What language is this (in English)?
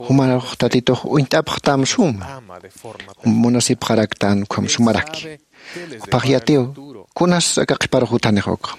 Aymara